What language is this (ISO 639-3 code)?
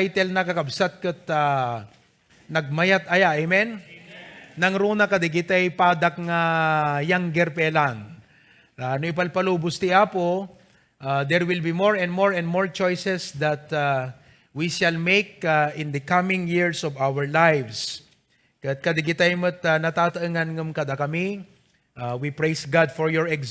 ilo